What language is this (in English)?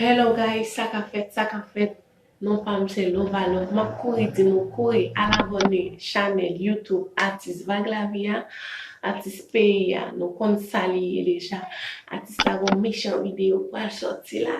Haitian Creole